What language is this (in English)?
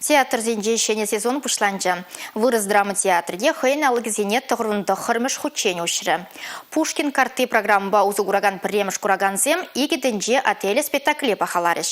Chuvash